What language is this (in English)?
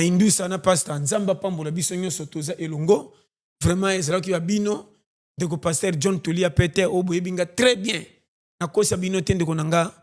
Lingala